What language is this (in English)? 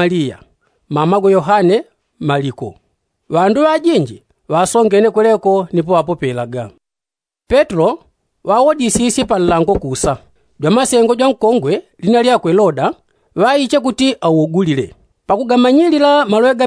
Yao